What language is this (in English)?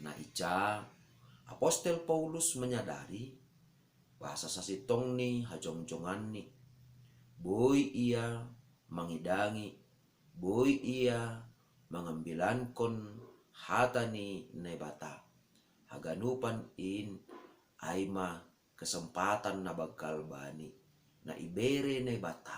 Batak Simalungun